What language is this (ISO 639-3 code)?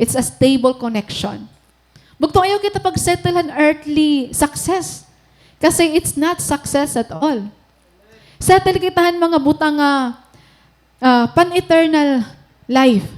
war